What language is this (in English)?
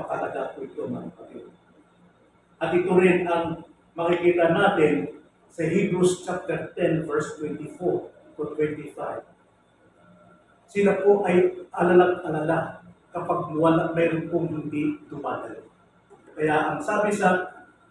Filipino